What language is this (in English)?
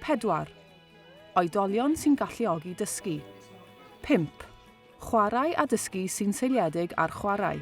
Welsh